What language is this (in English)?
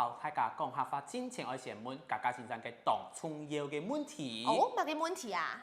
Hakka Chinese